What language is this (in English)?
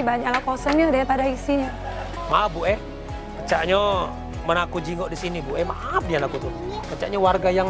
Musi